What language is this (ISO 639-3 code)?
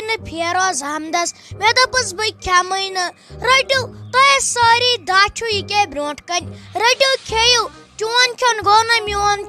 kas